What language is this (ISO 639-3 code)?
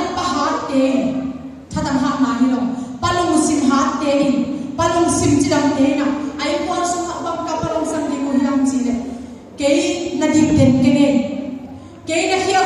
ctd